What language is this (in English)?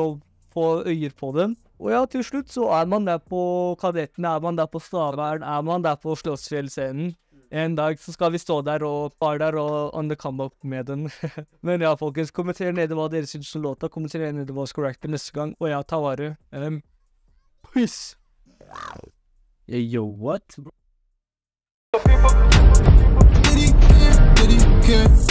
Norwegian